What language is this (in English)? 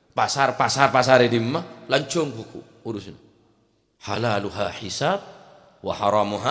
Madurese